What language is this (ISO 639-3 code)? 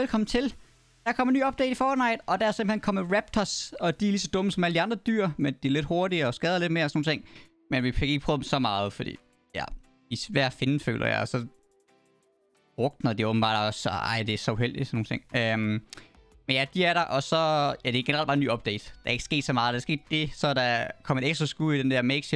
dan